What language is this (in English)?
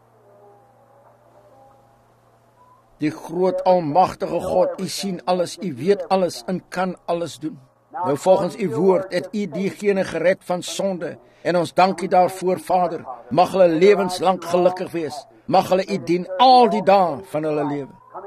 Afrikaans